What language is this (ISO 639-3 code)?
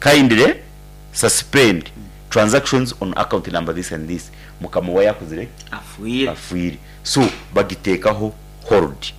nyn